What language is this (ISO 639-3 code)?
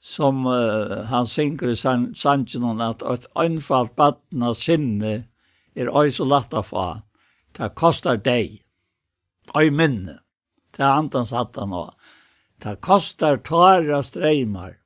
fao